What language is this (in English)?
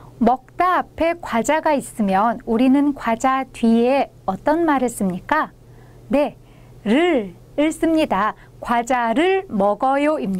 Korean